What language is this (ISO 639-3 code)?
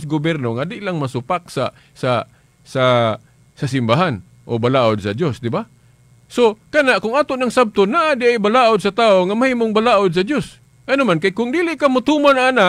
ceb